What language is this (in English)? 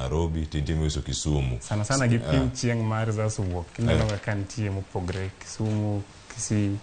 Luo (Kenya and Tanzania)